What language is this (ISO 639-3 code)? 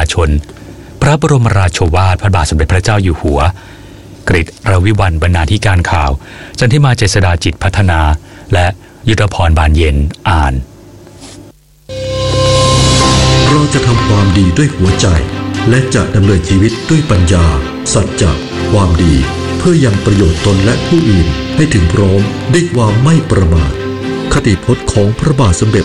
tha